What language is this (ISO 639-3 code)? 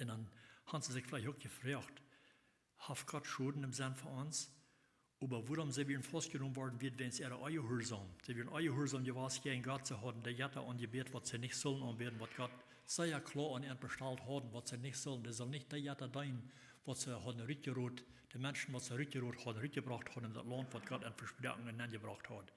pdt